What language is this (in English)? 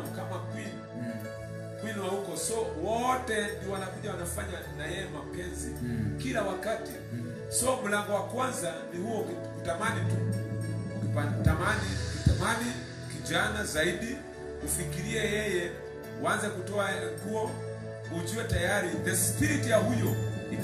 Swahili